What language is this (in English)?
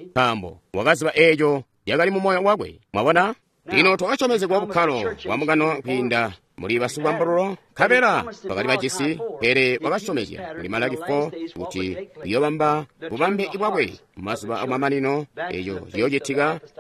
Tonga (Zambia)